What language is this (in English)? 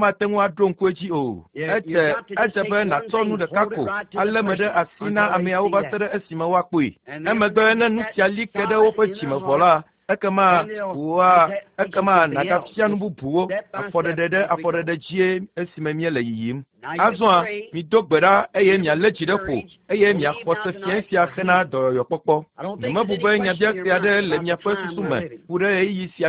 Ewe